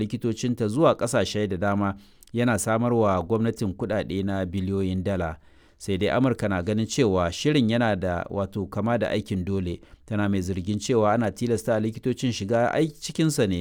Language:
Hausa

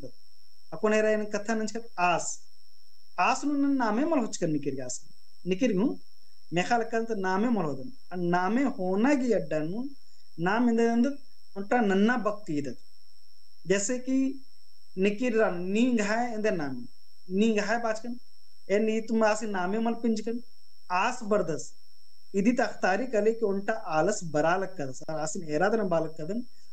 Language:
Kurukh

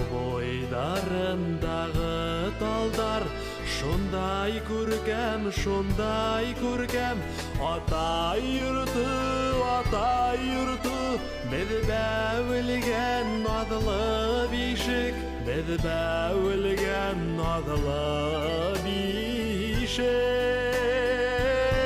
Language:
Bashkir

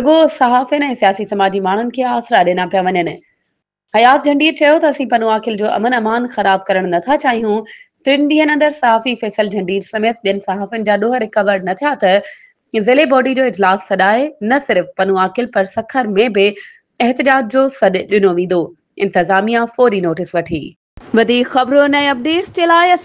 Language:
Sindhi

